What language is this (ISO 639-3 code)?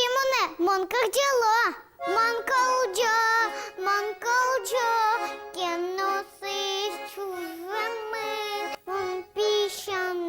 udm